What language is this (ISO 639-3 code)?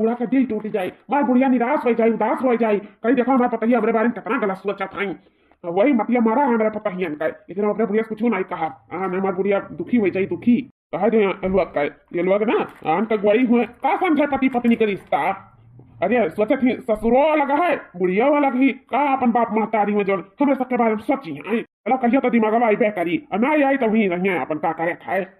awa